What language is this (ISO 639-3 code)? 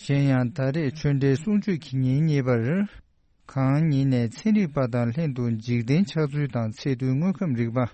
bod